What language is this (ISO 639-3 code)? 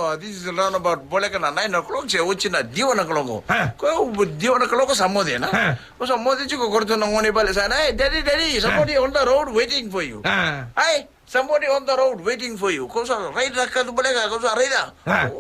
fij